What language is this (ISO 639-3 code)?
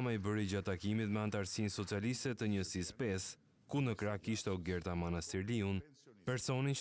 sqi